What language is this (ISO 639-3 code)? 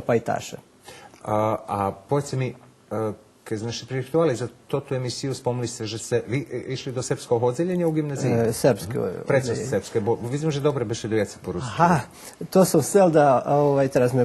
rue